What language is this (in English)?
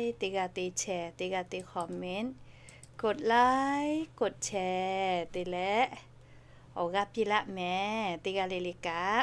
Lahu